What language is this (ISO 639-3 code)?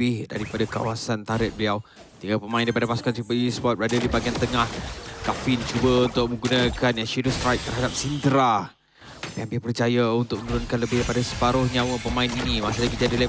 msa